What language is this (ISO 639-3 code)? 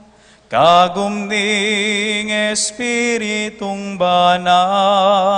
pam